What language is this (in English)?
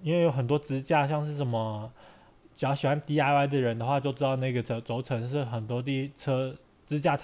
Chinese